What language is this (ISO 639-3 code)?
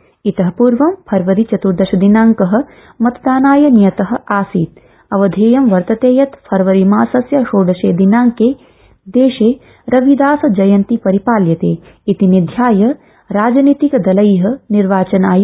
san